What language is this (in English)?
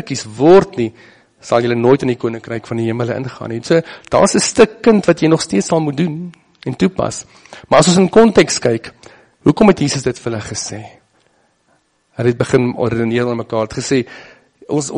Afrikaans